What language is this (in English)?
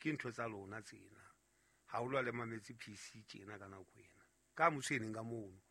Southern Sotho